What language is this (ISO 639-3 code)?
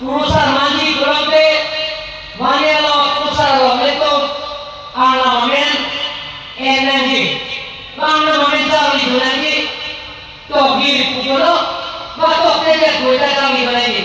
mjw